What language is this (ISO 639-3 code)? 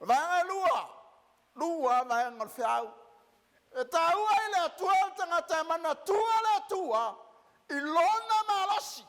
smo